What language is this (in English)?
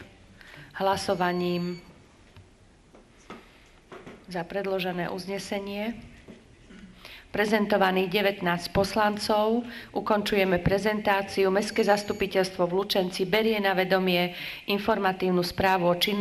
Slovak